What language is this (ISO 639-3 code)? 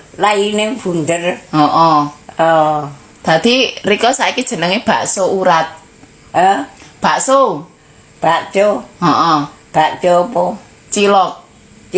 jav